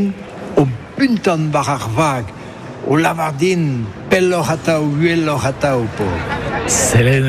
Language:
Breton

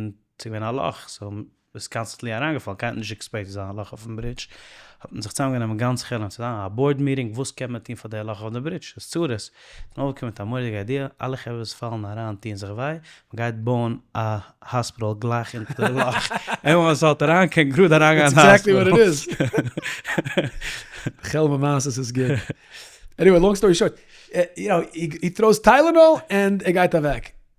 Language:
Yiddish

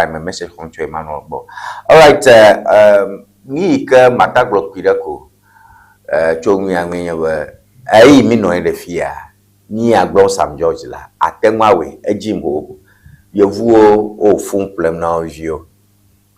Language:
Ewe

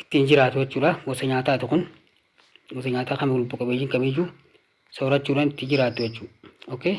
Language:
Oromo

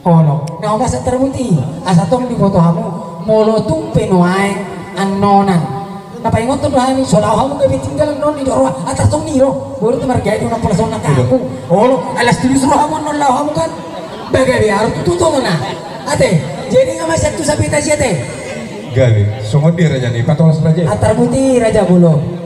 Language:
Batak Toba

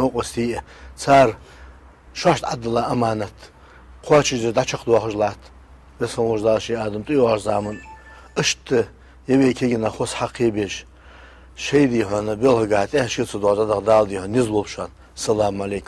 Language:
Ingush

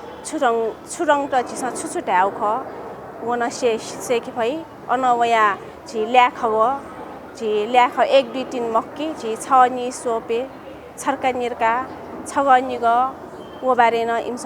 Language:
Newari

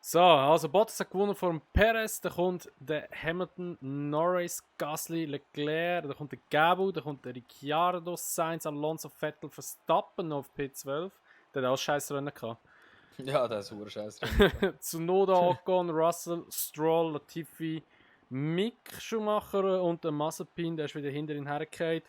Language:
Swiss German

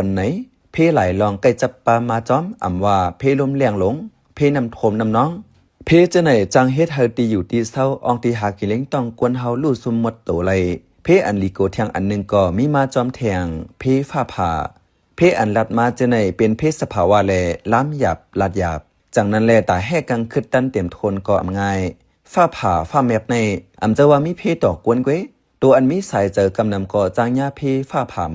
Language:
Shan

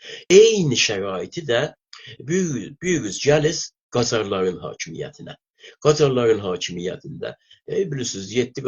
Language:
South Azerbaijani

